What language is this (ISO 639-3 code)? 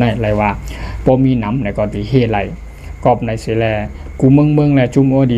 shn